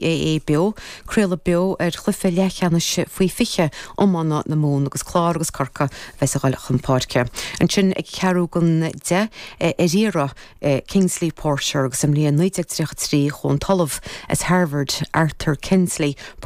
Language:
Irish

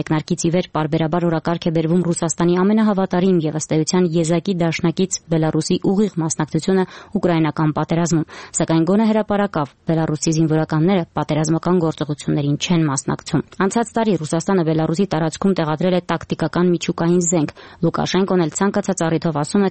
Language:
Armenian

